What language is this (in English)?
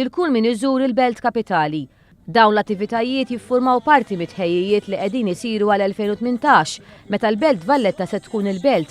Maltese